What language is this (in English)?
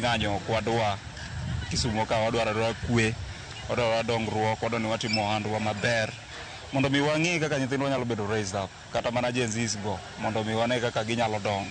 Luo (Kenya and Tanzania)